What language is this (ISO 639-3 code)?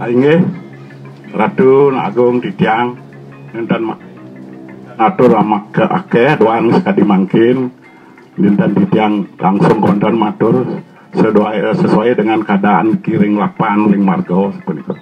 ban